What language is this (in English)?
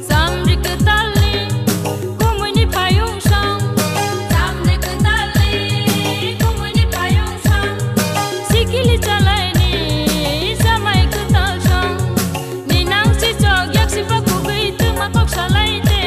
Kok Borok